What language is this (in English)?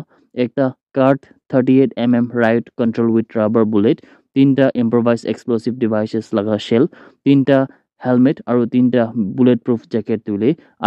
Naga Pidgin